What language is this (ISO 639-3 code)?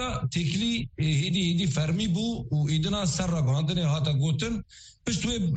kur